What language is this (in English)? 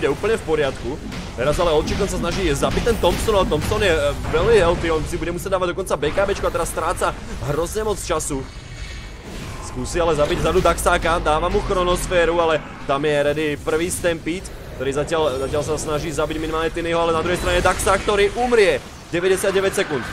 Slovak